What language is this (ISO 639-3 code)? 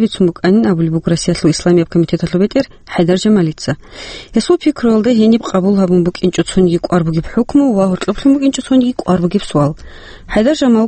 ava